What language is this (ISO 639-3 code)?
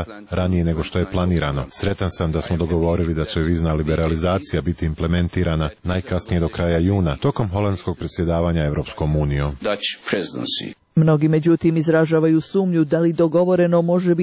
srp